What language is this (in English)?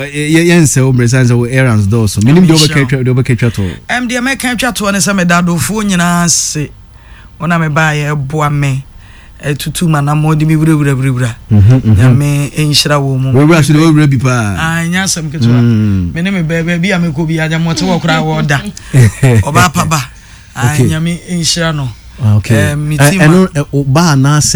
Akan